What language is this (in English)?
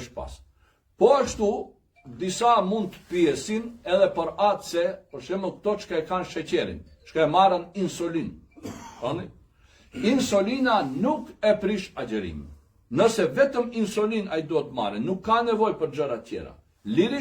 Albanian